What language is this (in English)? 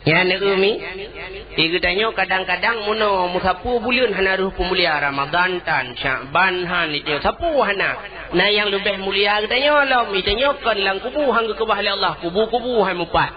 Achinese